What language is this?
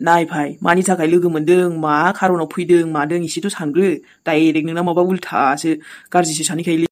Bodo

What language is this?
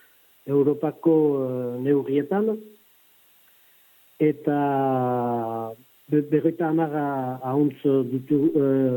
Basque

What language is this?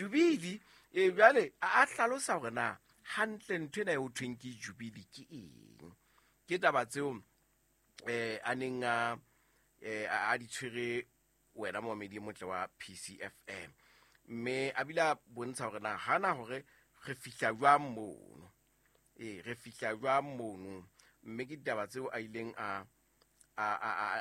Southern Sotho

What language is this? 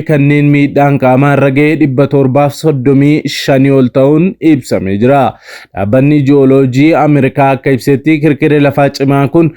Oromo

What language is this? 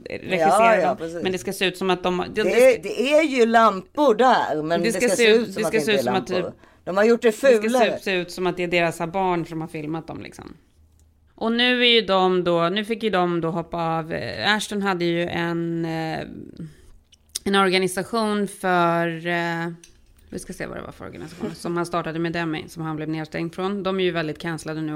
Swedish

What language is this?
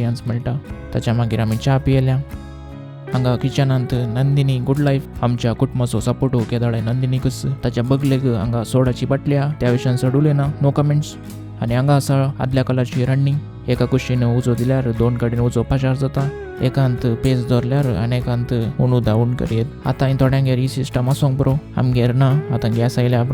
Konkani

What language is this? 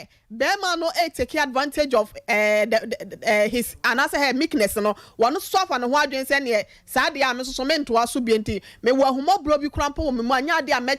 Akan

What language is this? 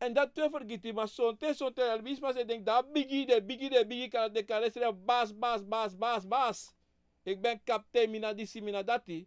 Sranan Tongo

